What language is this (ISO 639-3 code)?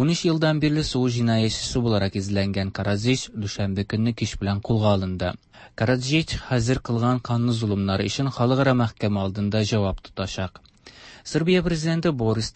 tat